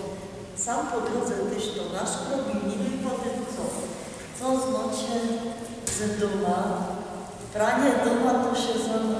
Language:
Silesian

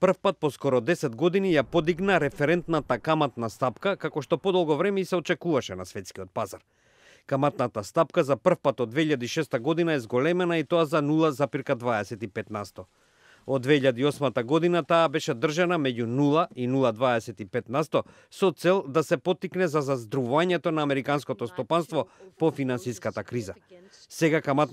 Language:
Macedonian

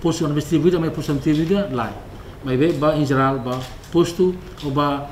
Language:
Tetum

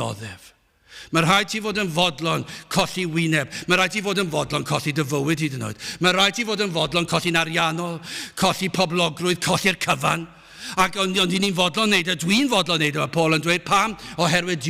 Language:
Welsh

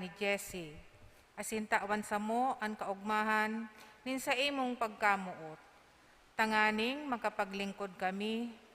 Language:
Bikol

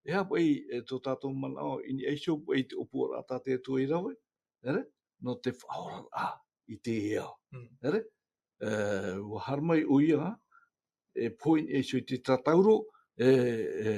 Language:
Tahitian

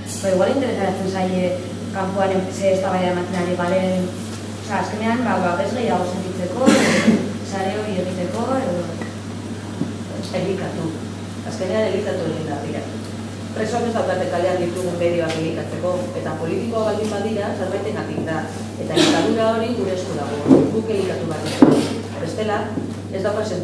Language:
Basque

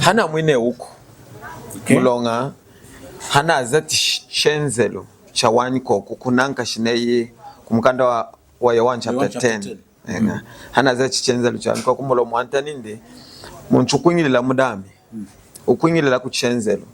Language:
Lunda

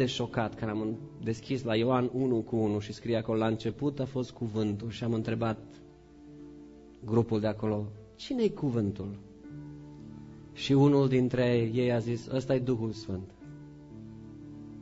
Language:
Romanian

